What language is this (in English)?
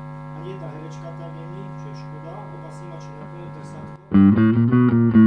Slovak